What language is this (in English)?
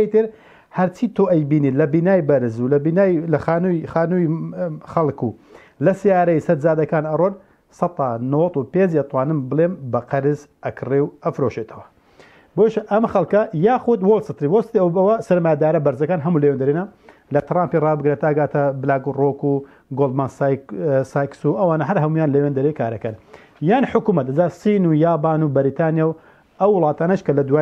Central Kurdish